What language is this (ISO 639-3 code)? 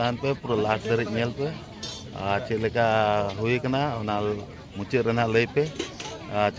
sat